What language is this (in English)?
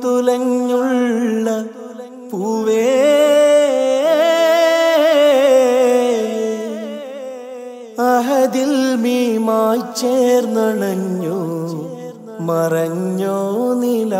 Malayalam